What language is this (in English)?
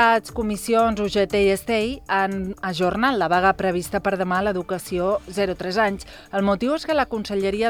Catalan